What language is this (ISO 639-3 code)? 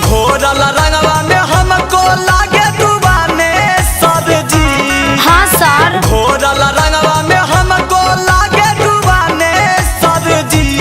mag